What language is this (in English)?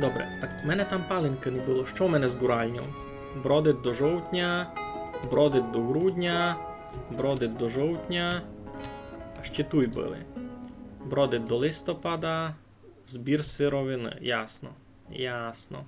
Rusyn